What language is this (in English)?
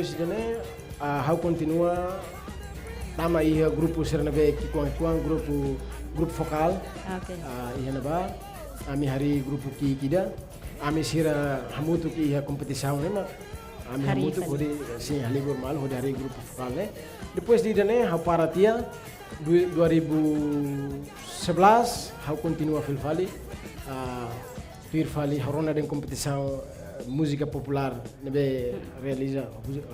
Tetum